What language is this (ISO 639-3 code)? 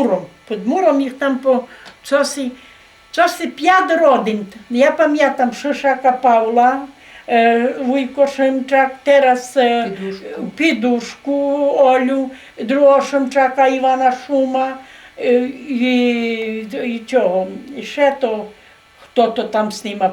rue